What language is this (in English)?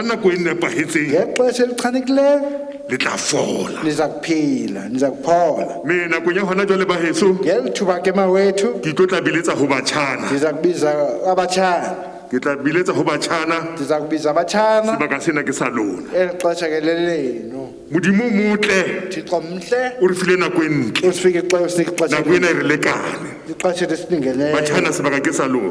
Southern Sotho